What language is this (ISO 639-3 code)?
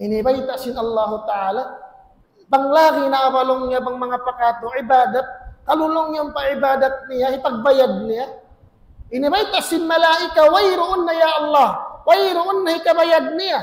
tsg